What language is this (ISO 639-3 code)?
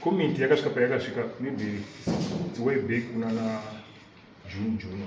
sna